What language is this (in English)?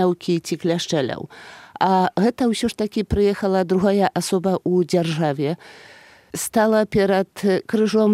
Belarusian